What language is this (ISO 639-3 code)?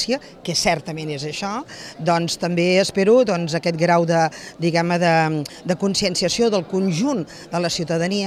cat